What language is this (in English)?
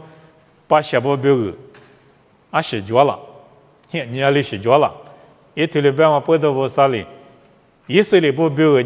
Lisu